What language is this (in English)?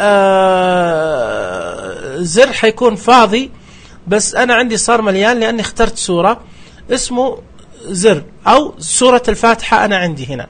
Najdi Arabic